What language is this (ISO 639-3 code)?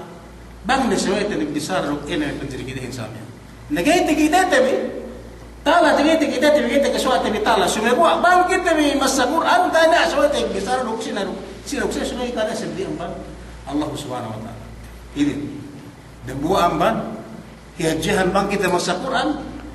yka